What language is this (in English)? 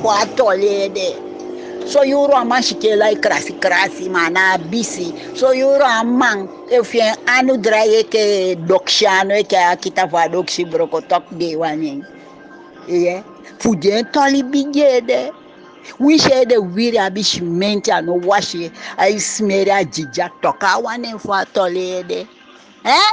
Eastern Maroon Creole